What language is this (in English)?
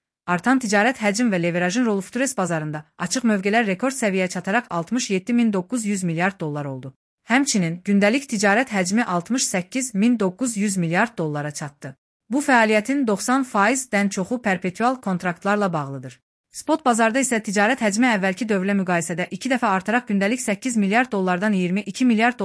Azerbaijani